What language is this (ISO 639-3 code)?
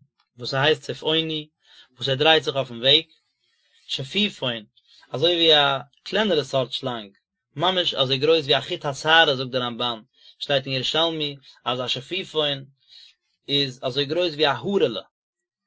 yid